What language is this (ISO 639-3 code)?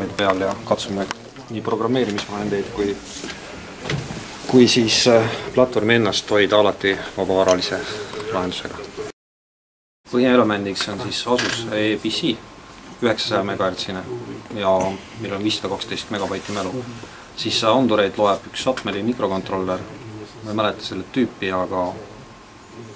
est